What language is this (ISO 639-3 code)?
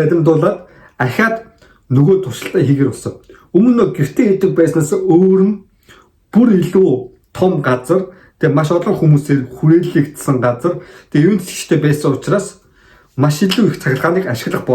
mon